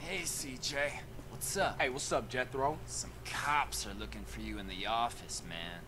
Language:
Bavarian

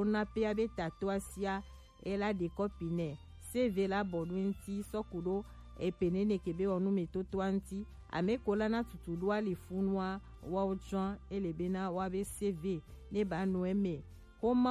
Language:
Gen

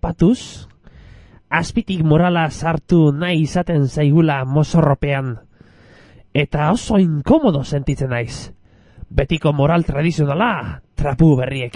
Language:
Basque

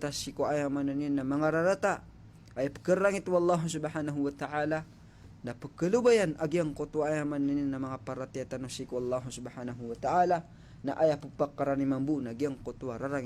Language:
Maranao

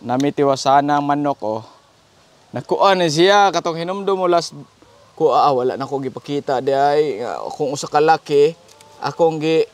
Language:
Cebuano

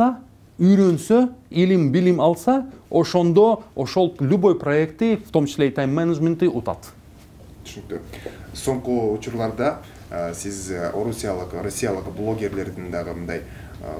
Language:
Kyrgyz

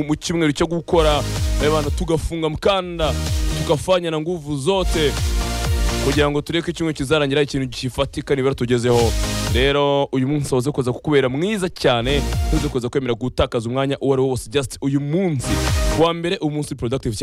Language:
Kinyarwanda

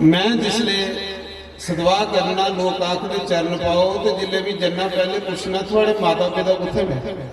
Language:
Dogri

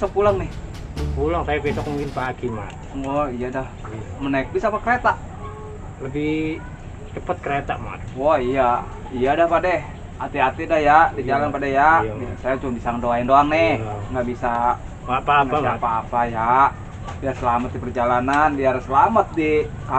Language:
Betawi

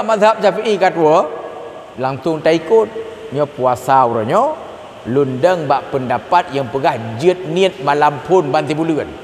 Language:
Achinese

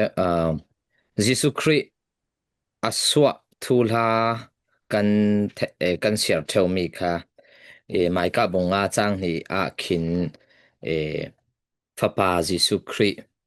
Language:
Falam Chin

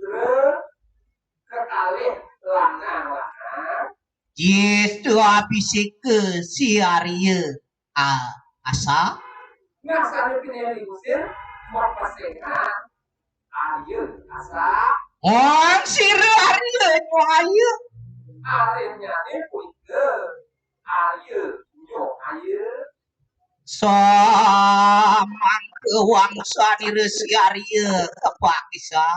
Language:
Balinese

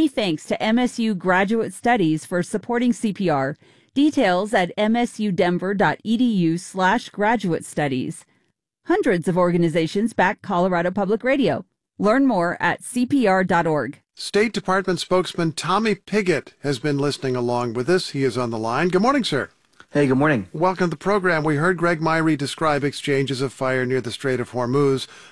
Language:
English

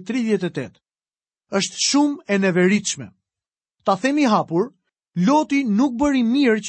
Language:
Albanian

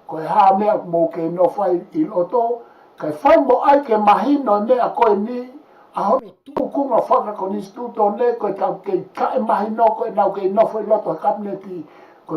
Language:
Tongan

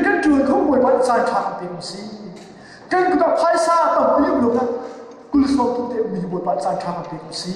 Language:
Hakha Chin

